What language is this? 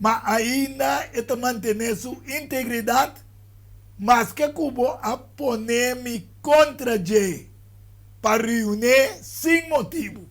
Papiamento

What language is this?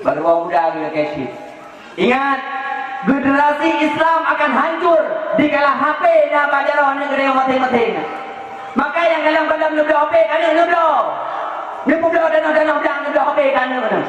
Achinese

